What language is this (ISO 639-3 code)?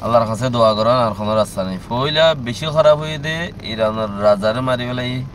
rhg